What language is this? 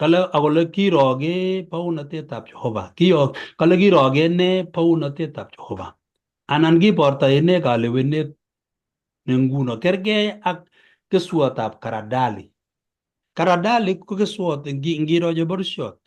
Kalenjin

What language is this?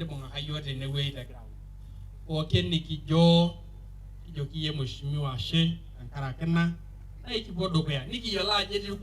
Masai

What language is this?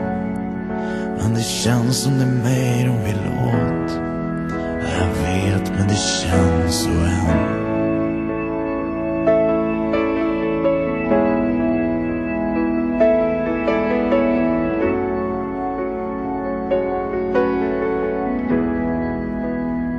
Swedish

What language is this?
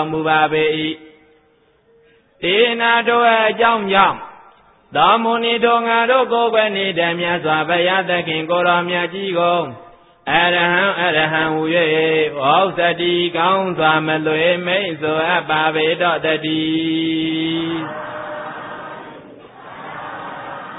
Burmese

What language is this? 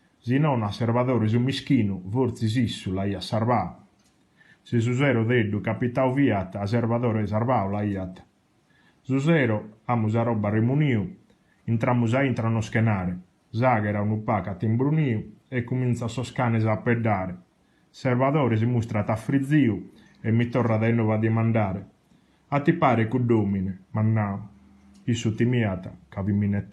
Sardinian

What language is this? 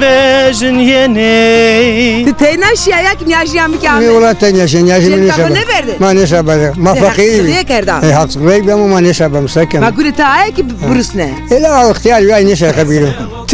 Zaza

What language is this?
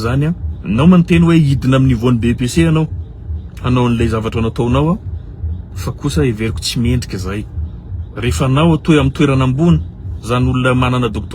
Malagasy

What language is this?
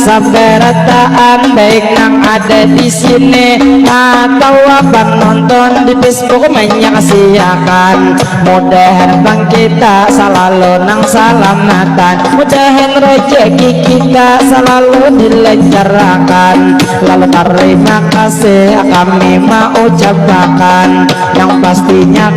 Banjar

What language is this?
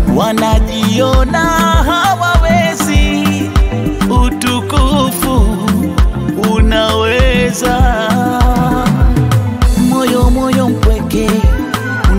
Swahili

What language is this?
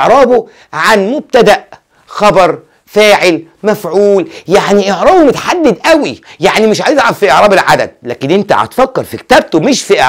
Egyptian Arabic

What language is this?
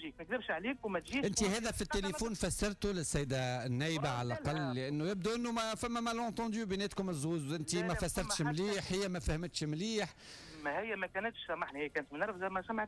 Tunisian Arabic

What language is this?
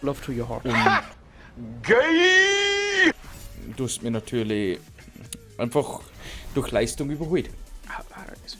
Bavarian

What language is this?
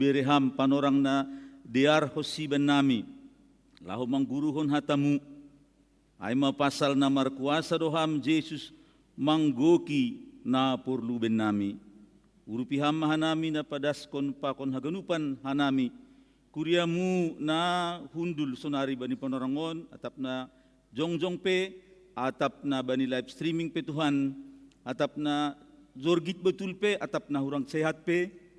Batak Simalungun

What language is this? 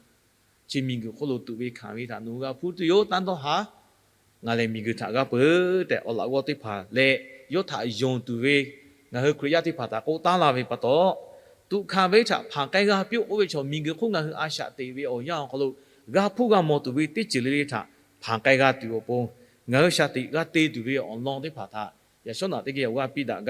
Lahu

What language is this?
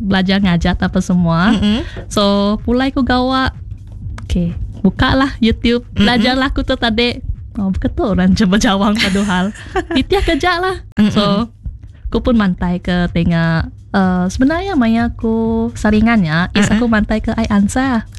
Iban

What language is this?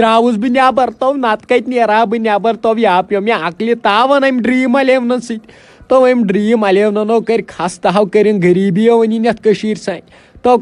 Kashmiri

